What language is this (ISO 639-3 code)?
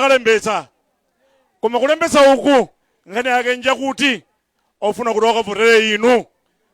nya